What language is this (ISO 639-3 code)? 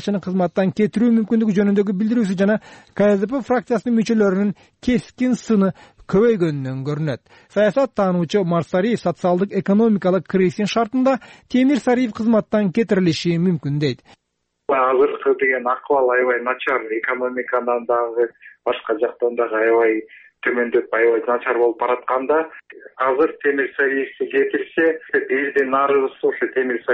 kir